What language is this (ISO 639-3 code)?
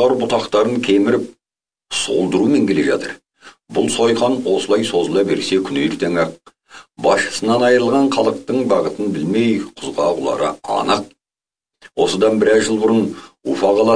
kaz